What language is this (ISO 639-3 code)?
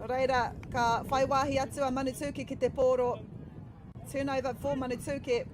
mri